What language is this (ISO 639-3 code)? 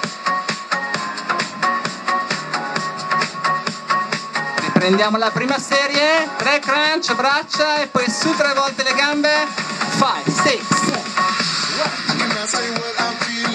ita